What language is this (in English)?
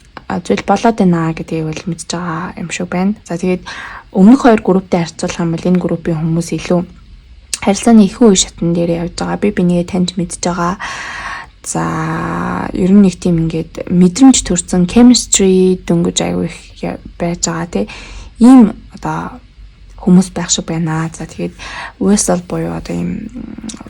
Mongolian